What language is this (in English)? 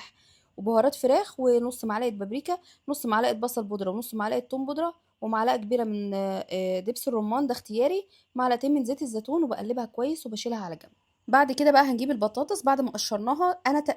Egyptian Arabic